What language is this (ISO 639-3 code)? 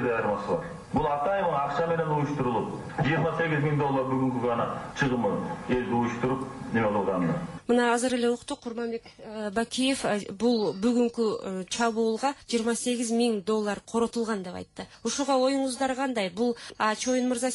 kir